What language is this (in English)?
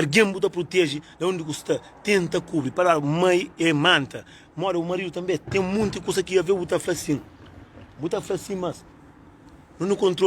Kabuverdianu